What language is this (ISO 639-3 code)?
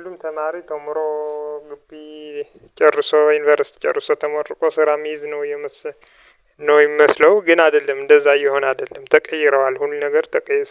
amh